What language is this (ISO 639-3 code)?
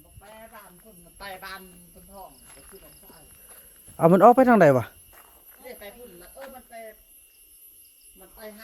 tts